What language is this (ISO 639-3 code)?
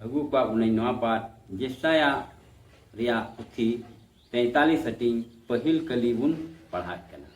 sat